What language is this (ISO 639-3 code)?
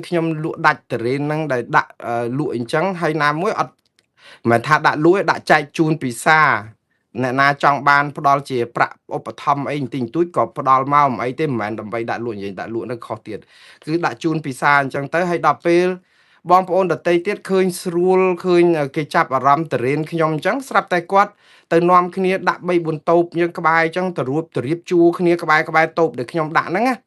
khm